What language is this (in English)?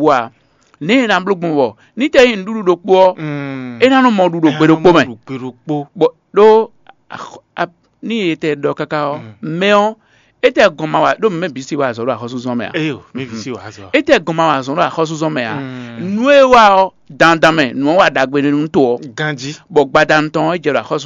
Fon